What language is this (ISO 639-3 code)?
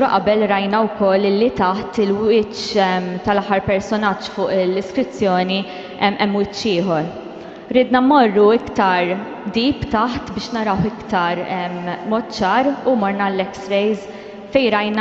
mlt